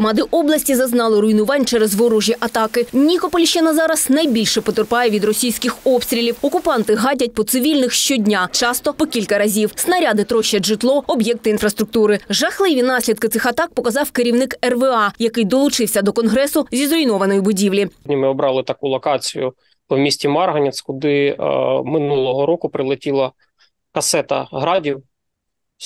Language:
Ukrainian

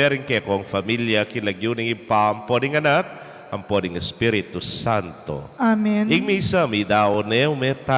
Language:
Pampanga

